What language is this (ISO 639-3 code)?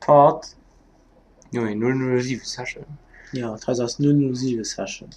ltz